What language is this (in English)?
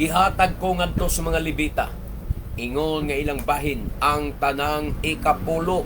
Cebuano